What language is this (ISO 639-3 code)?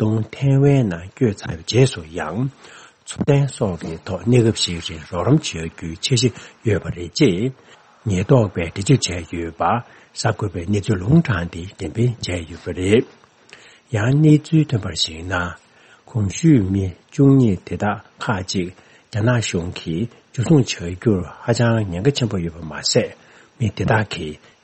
bod